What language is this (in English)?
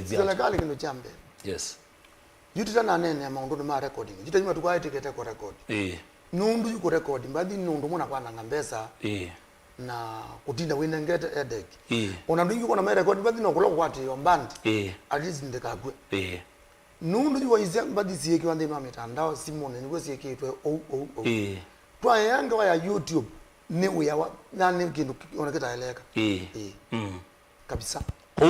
Kamba